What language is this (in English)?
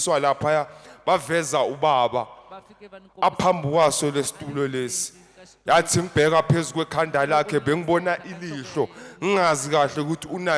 Zulu